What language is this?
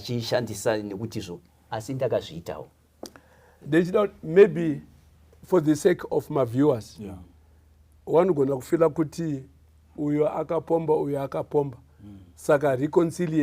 Shona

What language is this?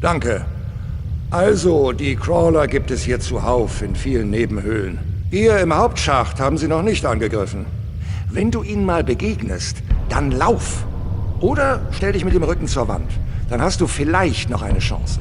Bavarian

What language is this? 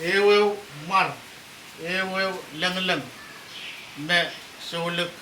Pohnpeian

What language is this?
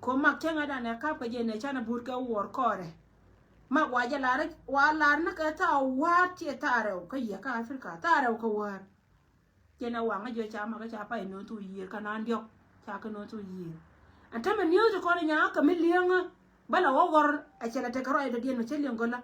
Nuer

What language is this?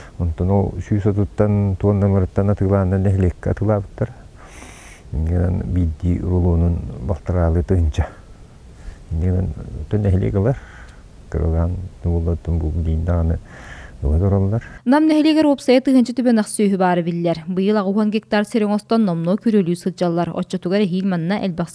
Yakut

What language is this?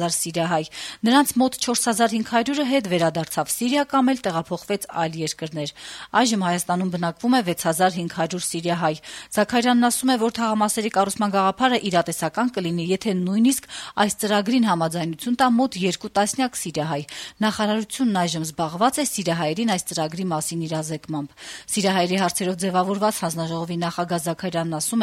Armenian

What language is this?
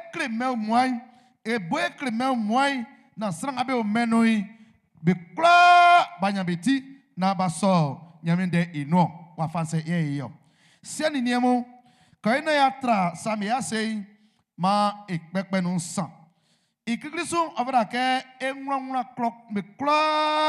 Baoulé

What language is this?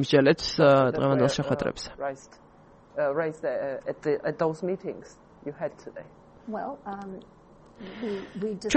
Georgian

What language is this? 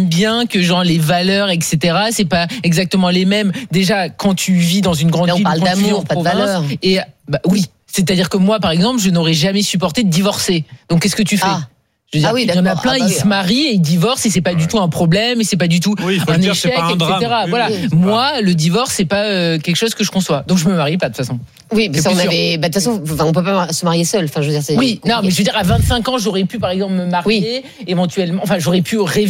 French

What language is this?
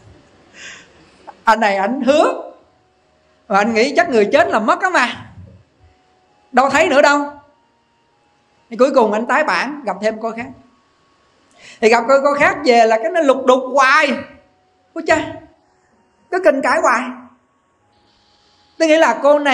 Vietnamese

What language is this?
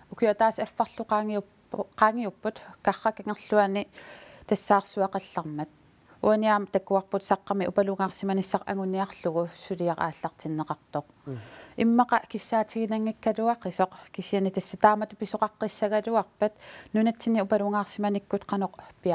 Kalaallisut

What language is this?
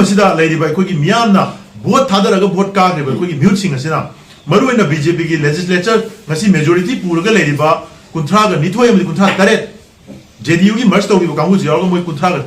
Manipuri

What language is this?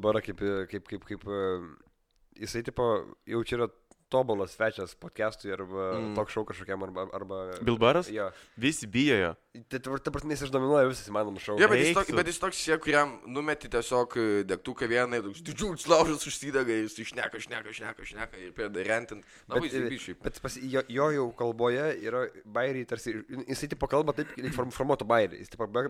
Lithuanian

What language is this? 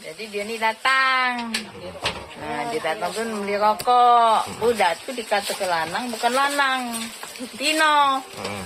Musi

